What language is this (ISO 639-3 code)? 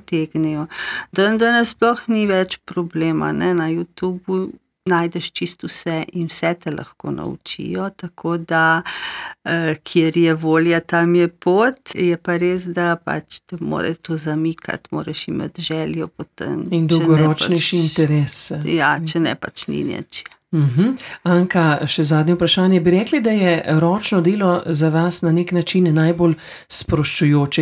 slv